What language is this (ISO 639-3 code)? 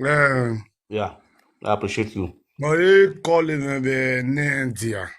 pcm